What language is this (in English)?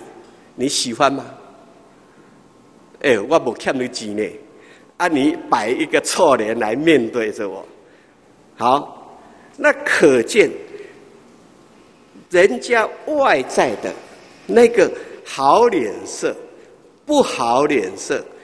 Chinese